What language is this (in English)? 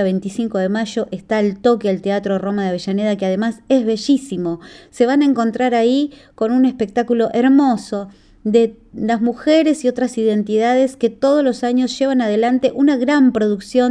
Spanish